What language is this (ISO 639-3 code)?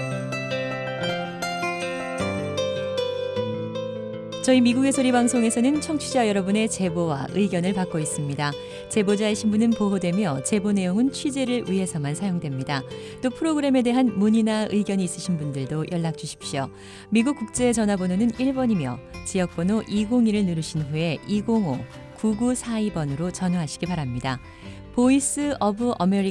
kor